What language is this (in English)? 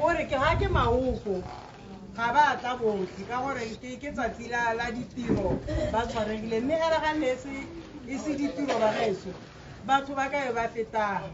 Tswana